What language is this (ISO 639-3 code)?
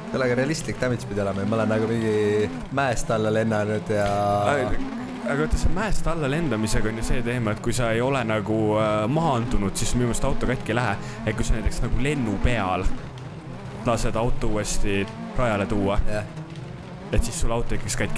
est